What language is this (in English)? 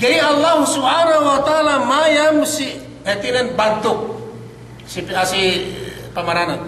Yakan